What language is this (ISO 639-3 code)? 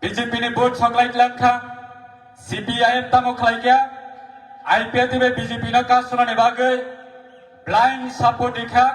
trp